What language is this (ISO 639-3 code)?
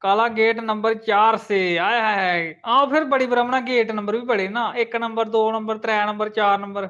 doi